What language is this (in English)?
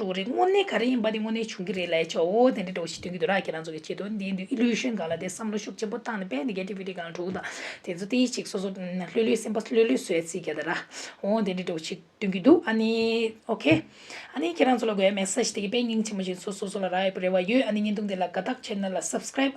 Tibetan